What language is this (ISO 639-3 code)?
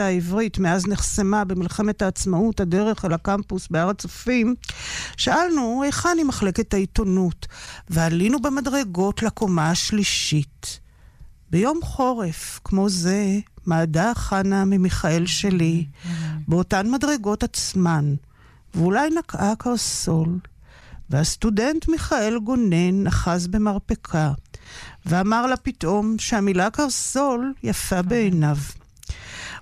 heb